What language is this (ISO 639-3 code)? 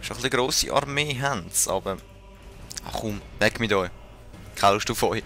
gsw